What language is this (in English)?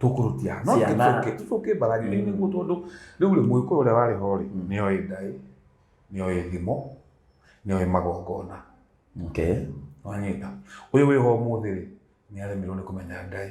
Kikuyu